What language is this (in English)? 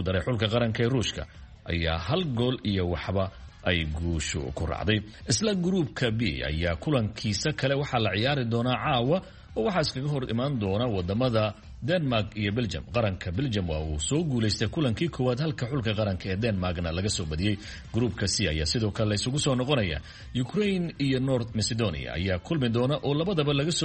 Somali